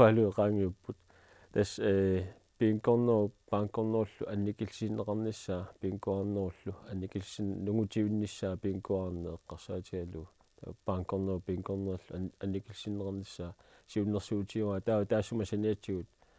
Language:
Kalaallisut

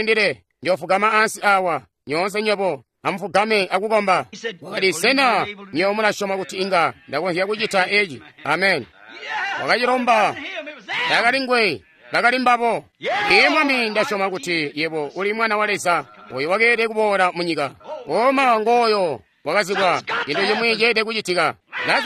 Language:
Tonga (Zambia)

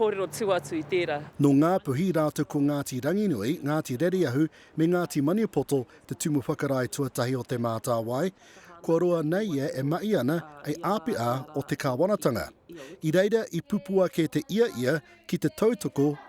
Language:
Māori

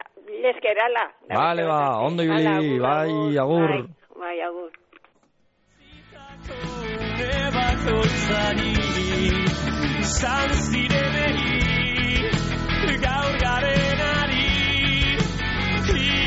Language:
Basque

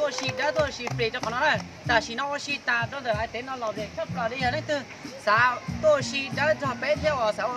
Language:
Hmong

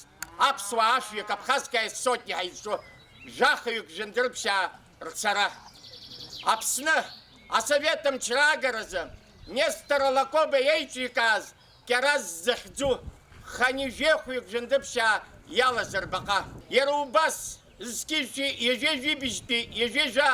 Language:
Abkhazian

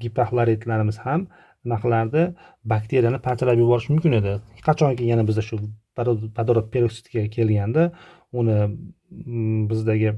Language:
Uzbek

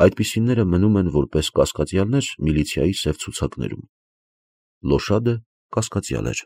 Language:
Armenian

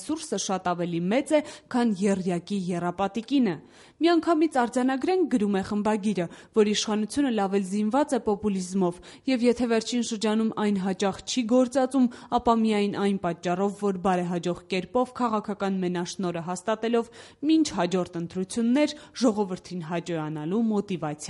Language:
Armenian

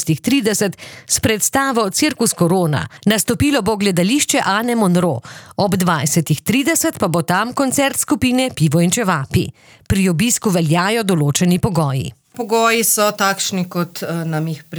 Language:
Slovenian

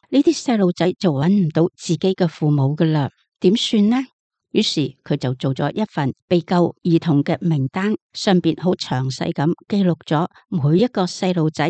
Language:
Cantonese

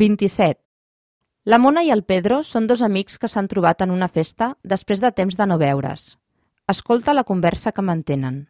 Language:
Catalan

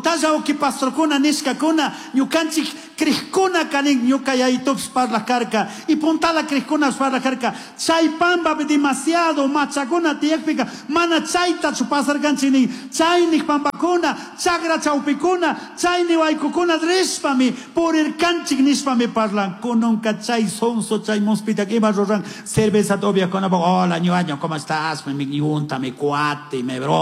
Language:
Chimborazo Highland Quichua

